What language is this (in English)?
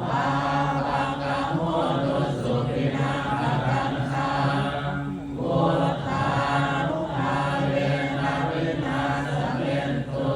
Pali